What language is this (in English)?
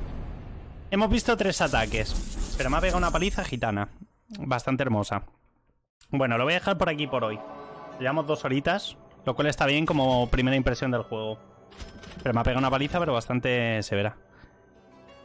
Spanish